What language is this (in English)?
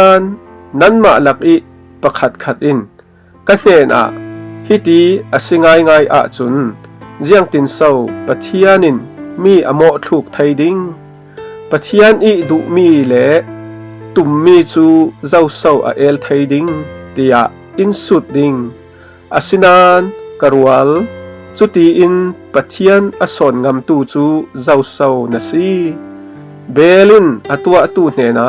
Falam Chin